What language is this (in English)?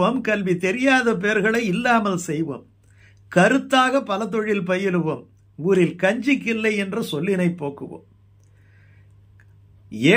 Tamil